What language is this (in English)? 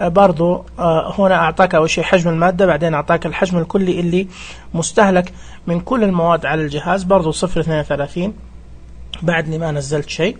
Najdi Arabic